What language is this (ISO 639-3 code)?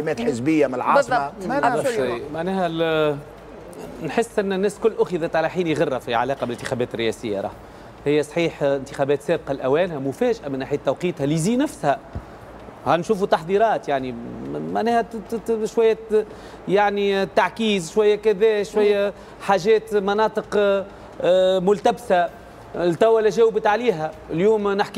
aeb